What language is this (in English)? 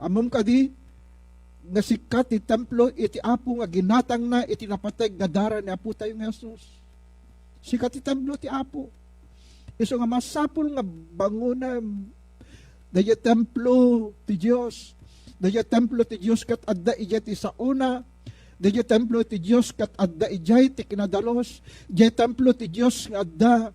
Iloko